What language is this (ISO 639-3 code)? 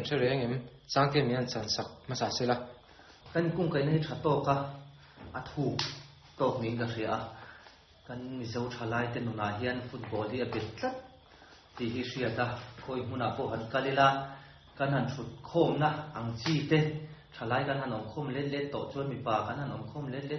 lus